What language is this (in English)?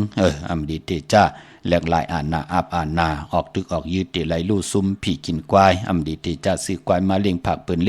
Shan